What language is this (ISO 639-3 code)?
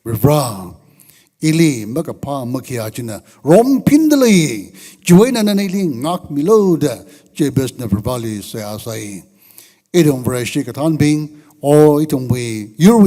nmf